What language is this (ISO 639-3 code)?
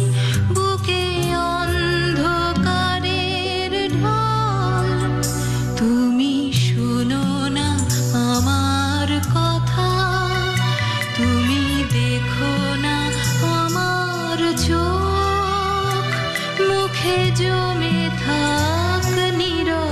ben